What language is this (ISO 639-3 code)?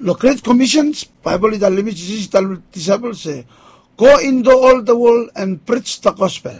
bis